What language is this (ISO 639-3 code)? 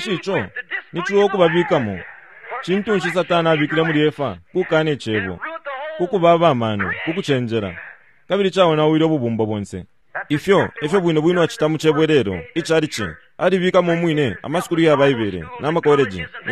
bem